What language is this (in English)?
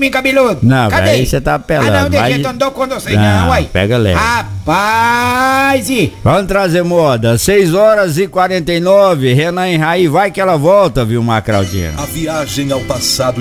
Portuguese